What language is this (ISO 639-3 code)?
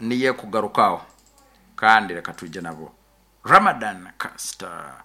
nyn